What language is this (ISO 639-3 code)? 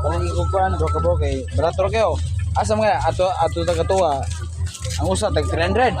ceb